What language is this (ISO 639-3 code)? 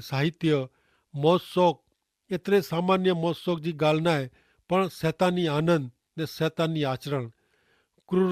kfr